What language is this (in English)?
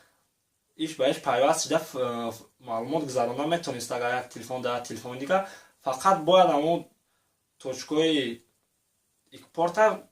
Tajik